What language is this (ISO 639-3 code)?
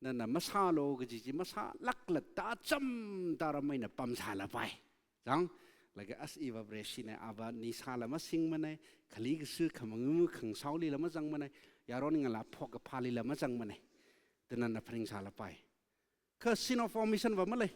nmf